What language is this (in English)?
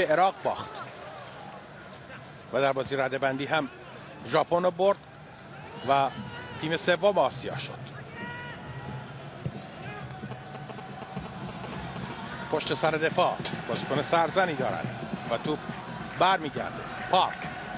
Persian